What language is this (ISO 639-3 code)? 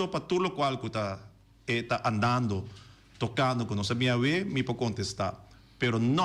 pap